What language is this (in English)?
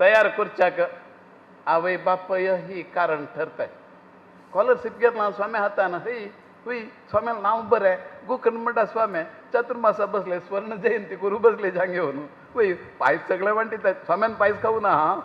Konkani